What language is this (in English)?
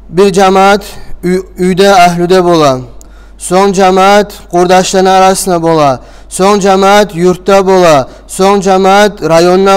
Kumyk